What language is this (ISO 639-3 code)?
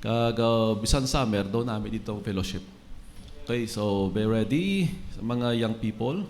hil